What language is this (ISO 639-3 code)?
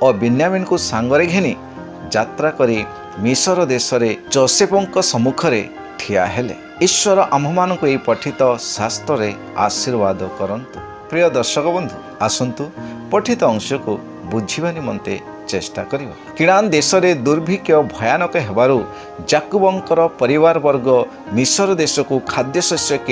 ori